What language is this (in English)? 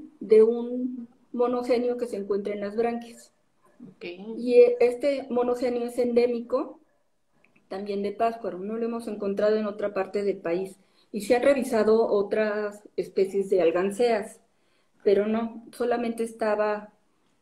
Spanish